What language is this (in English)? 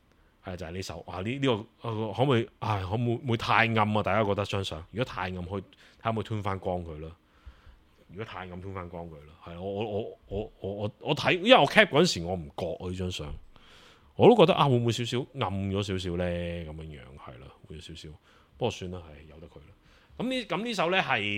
Cantonese